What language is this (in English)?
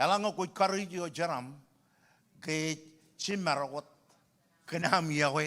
Marshallese